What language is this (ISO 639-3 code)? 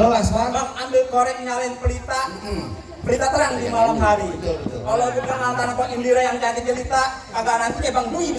bew